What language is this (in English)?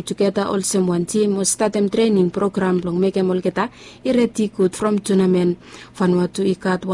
Bislama